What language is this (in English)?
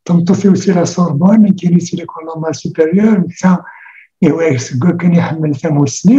Kabyle